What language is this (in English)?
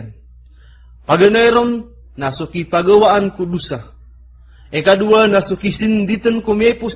Maranao